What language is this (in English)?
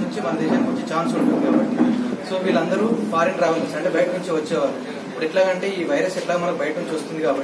Telugu